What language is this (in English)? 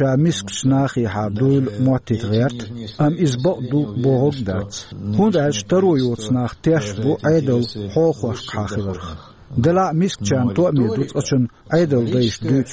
Chechen